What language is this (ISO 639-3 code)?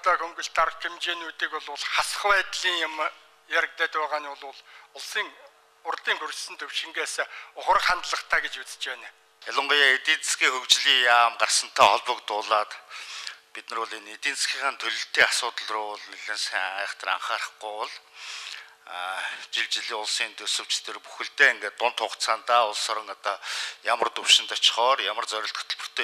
mon